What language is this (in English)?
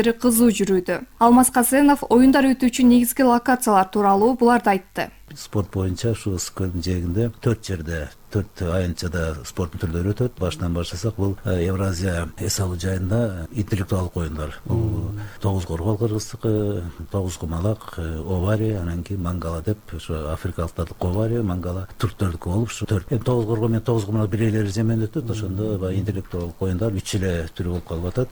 Kyrgyz